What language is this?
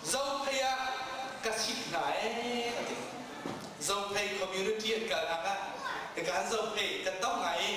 Hakha Chin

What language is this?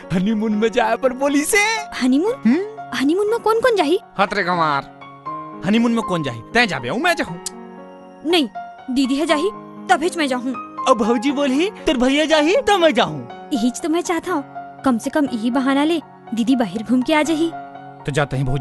Chhattisgarhi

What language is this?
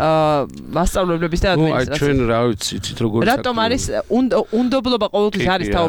Georgian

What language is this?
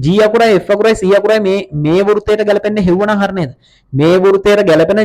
Sinhala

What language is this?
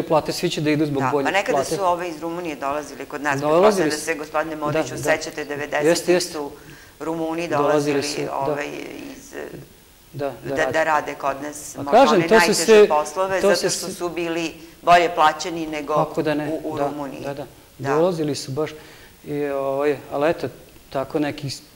Serbian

